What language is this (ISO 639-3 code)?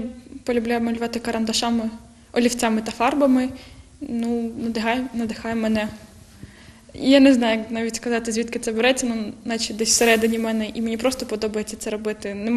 ukr